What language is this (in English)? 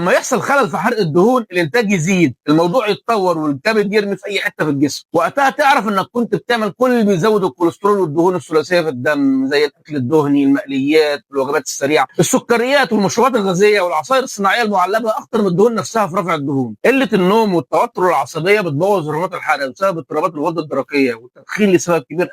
Egyptian Arabic